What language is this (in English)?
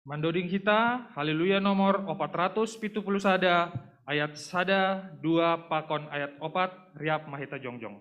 Batak Simalungun